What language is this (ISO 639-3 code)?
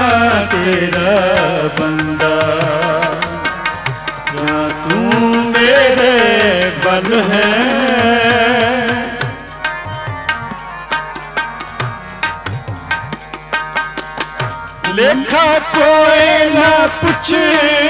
pan